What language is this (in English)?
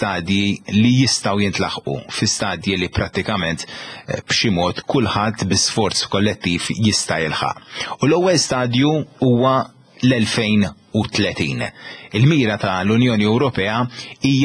Maltese